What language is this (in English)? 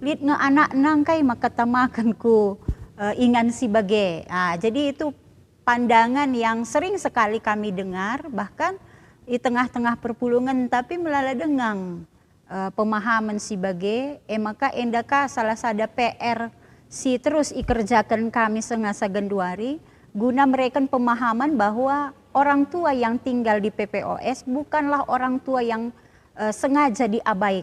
Batak Karo